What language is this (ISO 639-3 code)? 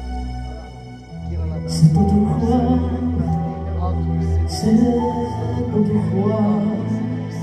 slk